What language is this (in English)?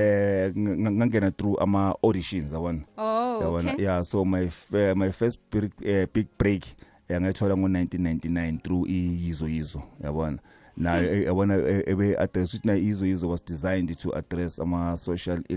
South Ndebele